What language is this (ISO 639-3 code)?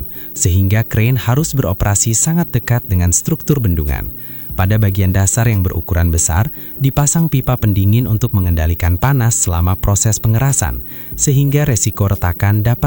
ind